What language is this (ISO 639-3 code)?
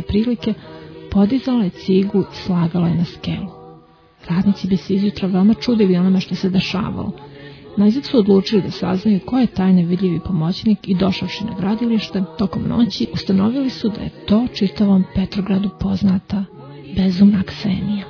srp